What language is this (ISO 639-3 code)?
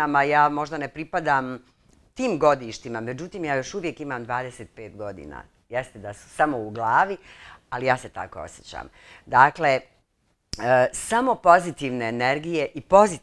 bos